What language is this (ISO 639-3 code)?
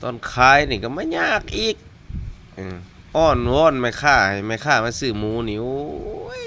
lao